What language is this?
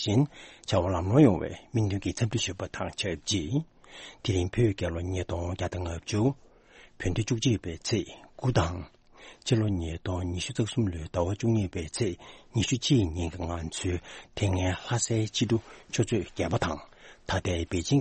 Tibetan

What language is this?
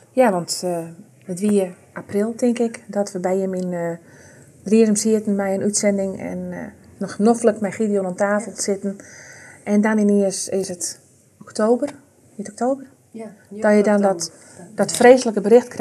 Western Frisian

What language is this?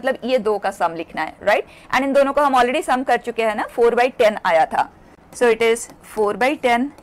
Hindi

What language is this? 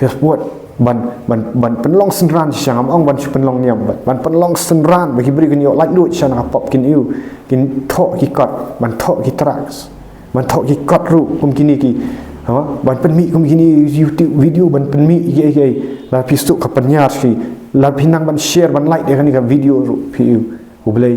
Khasi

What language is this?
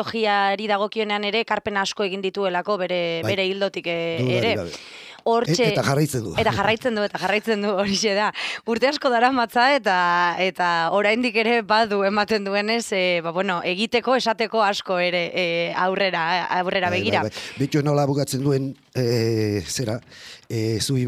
Basque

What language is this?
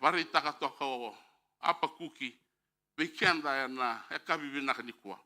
Fijian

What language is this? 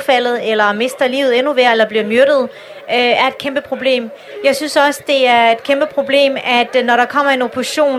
Danish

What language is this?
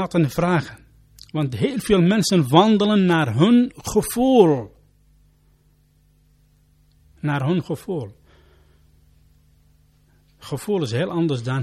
Dutch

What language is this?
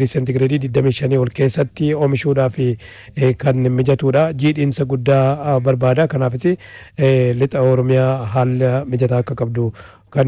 Oromo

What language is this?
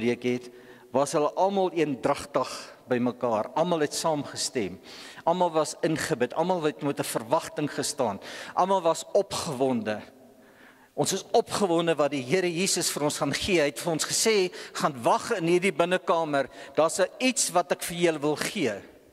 Afrikaans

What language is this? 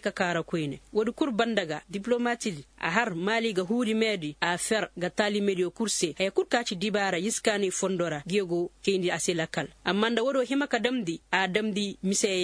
Koyraboro Senni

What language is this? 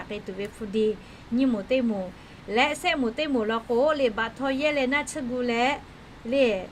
Lahu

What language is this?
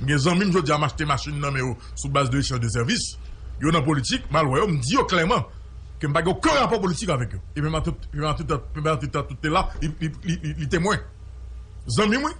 Haitian Creole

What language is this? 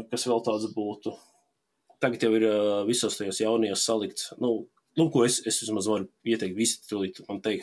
Latvian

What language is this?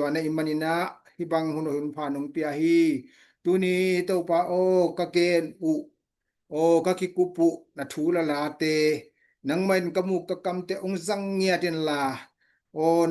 Tedim Chin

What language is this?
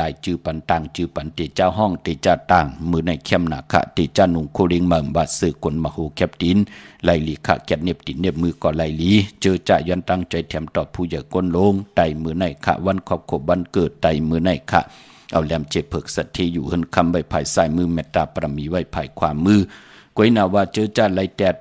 Shan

